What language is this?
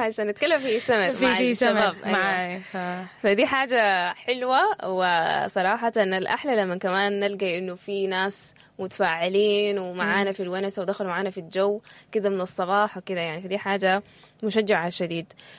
Sudanese Arabic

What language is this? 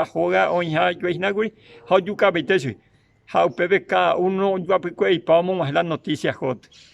Guarani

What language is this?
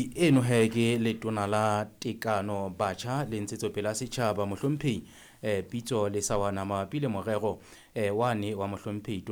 Southern Sotho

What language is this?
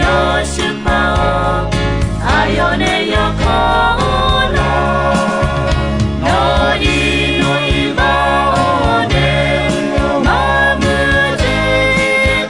Akha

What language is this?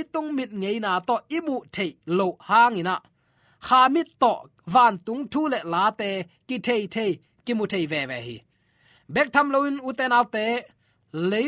Tedim Chin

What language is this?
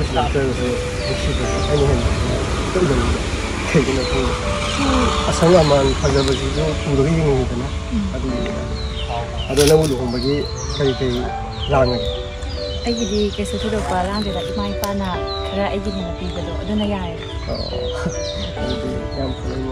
Manipuri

